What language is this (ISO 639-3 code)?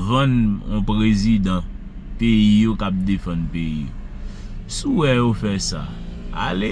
hat